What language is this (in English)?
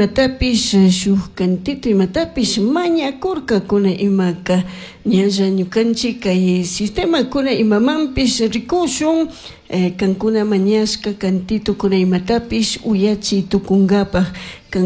Chimborazo Highland Quichua